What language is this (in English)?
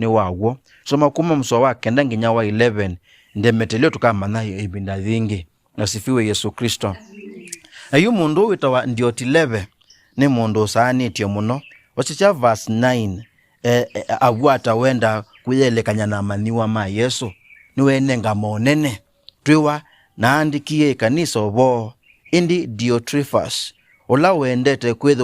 Kamba